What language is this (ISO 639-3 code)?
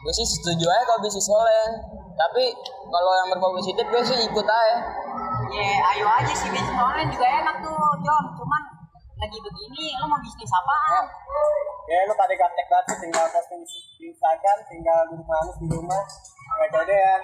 bew